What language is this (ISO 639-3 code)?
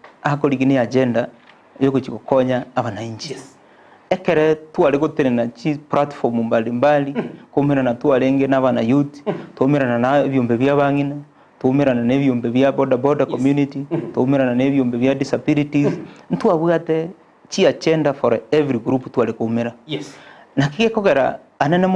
guz